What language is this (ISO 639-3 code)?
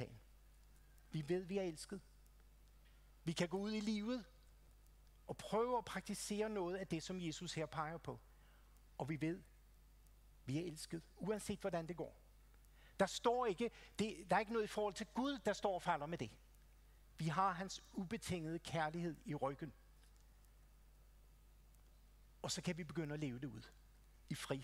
dan